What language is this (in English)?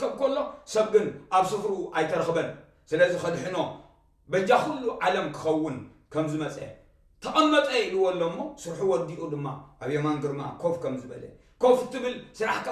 Tigrinya